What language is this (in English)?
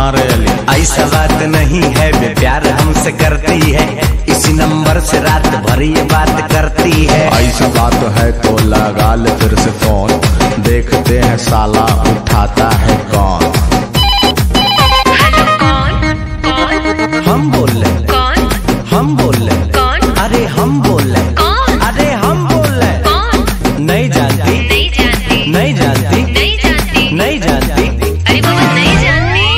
Bhojpuri